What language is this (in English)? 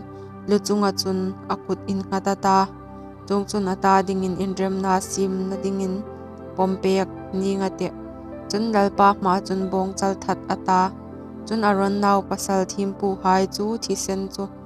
Hmar